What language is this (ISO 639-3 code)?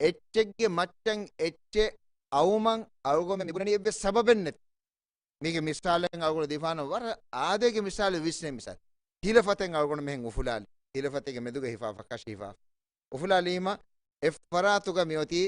div